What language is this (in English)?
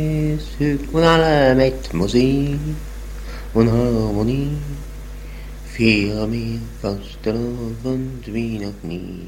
German